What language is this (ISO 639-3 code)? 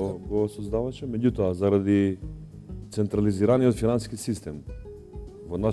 mkd